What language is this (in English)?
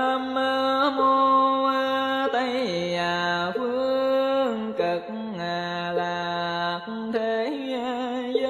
Vietnamese